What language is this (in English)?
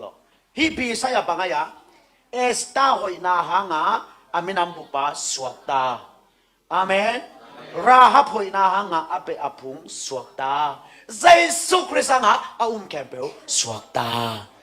Tedim Chin